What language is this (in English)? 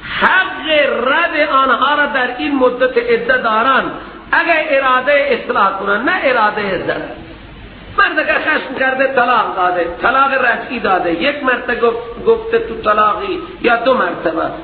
Persian